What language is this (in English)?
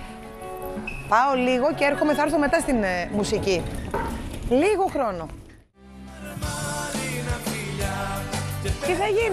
Greek